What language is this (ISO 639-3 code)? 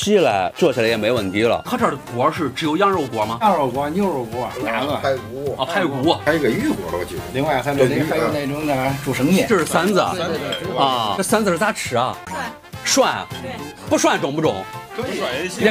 zho